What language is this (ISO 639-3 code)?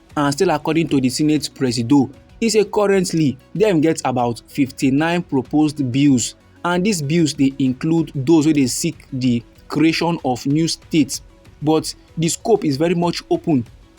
pcm